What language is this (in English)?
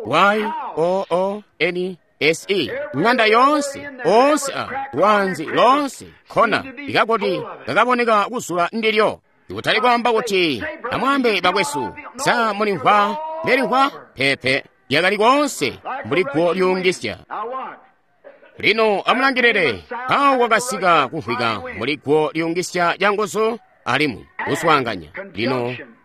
Tonga (Zambia)